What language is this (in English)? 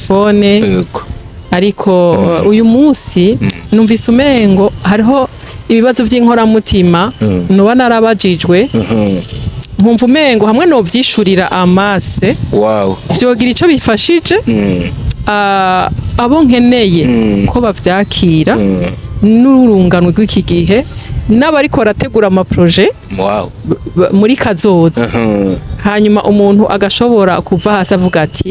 Rundi